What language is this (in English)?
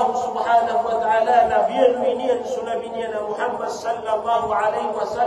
Maranao